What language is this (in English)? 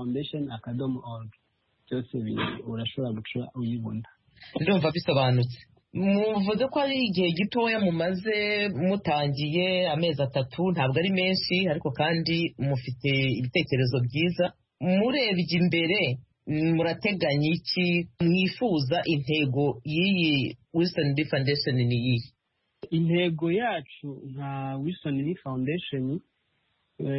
Kinyarwanda